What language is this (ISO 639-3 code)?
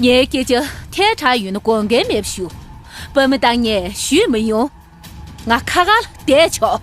bod